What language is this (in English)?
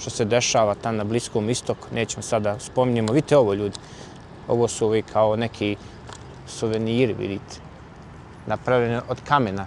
Bosnian